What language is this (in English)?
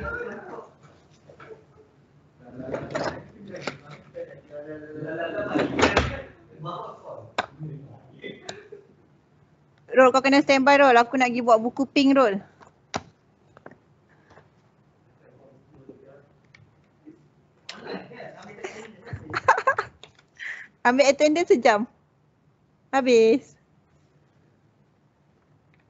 Malay